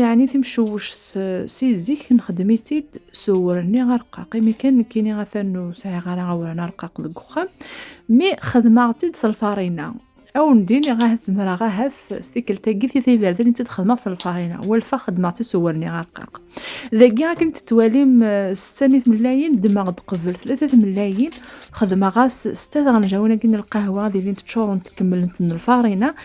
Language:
Kabyle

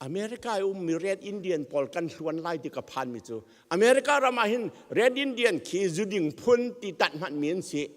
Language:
Hakha Chin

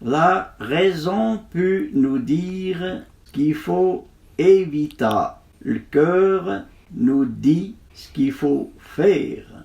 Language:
Arpitan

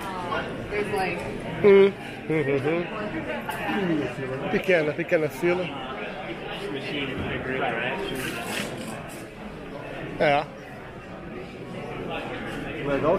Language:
Portuguese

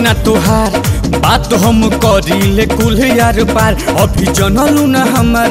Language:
Bhojpuri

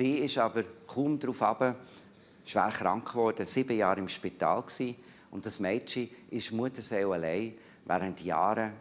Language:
Swiss German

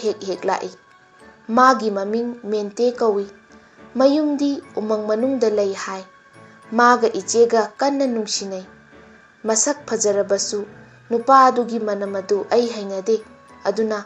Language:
Manipuri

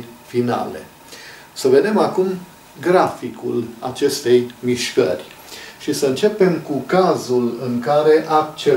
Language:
Romanian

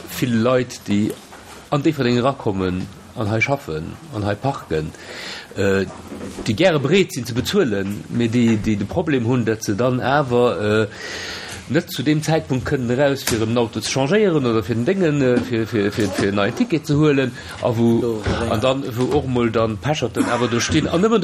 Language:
Luxembourgish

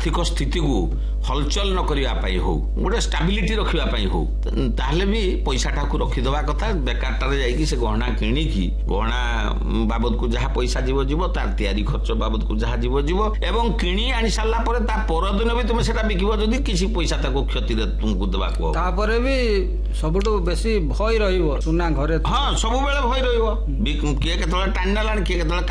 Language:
Odia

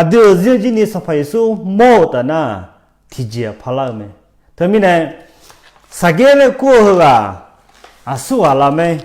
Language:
Akha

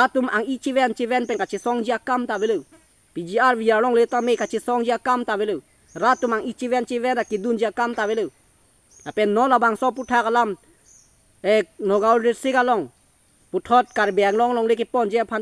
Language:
Karbi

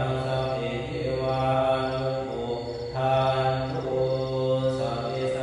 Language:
Pali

